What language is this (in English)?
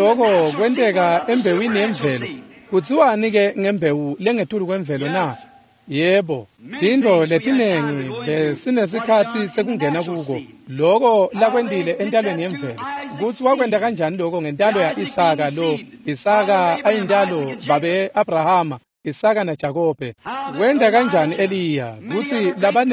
Swati